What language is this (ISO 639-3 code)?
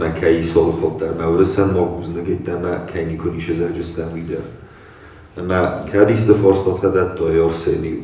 oss